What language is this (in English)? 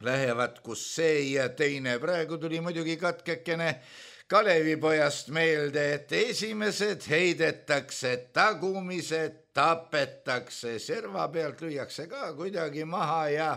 Estonian